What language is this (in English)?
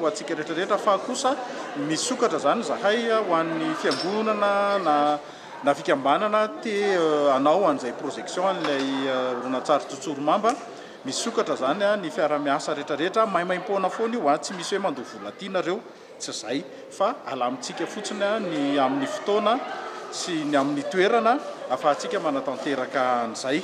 Malagasy